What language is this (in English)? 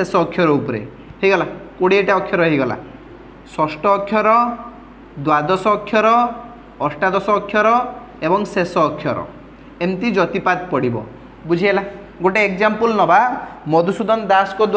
Odia